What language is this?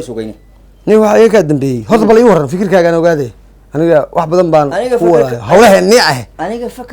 Somali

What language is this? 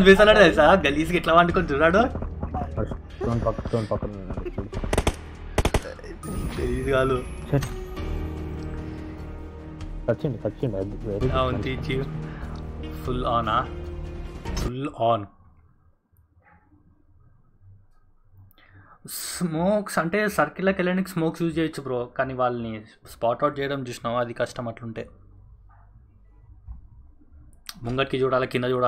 Telugu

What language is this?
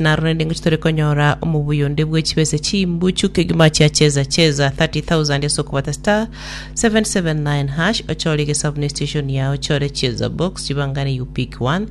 Gusii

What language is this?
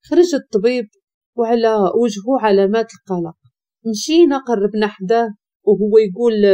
Moroccan Arabic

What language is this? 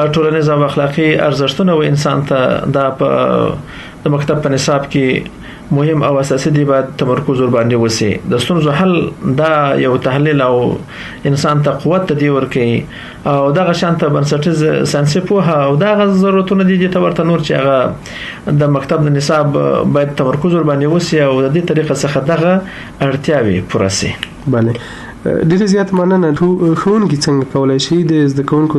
Pashto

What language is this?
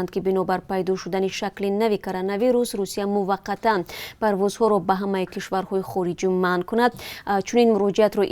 Tajik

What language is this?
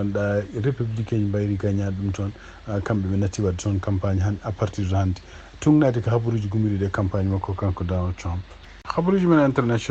Fula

